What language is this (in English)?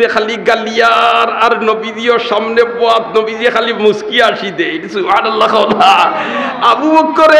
Sylheti